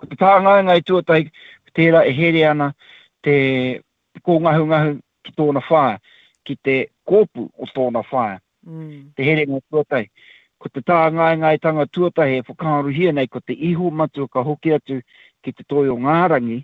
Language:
Māori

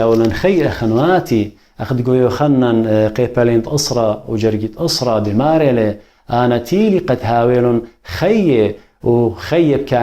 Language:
Assyrian Neo-Aramaic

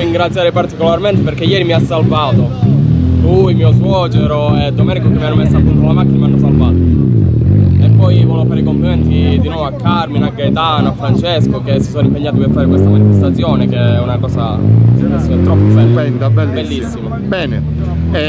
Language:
Italian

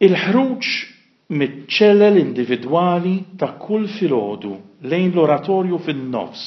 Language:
Maltese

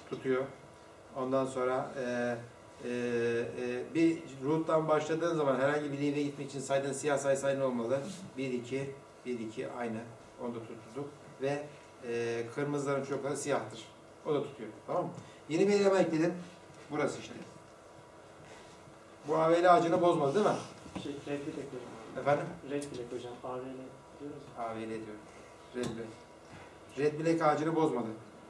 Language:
Turkish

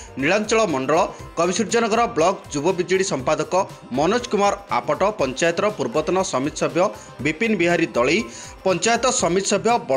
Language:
Odia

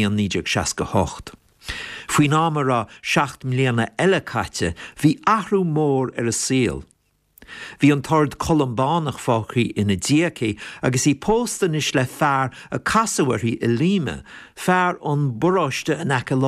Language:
Irish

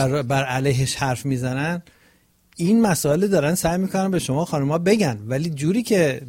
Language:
Persian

